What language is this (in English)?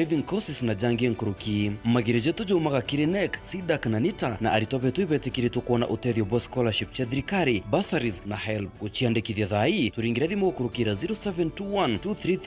Meru